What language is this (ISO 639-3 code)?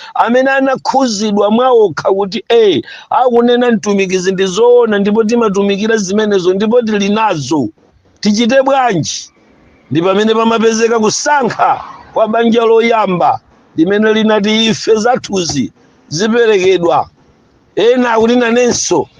nya